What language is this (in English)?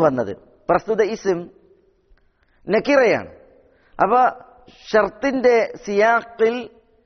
Malayalam